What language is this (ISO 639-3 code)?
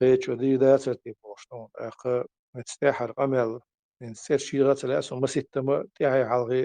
che